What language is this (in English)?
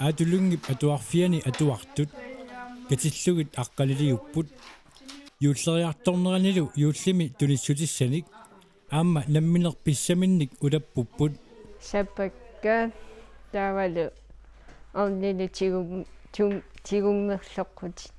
Kalaallisut